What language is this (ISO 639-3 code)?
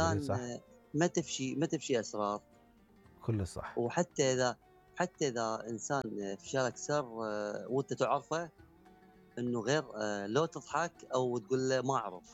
acm